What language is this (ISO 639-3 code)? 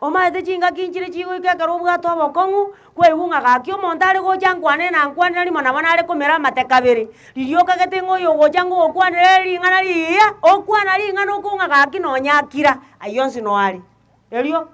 guz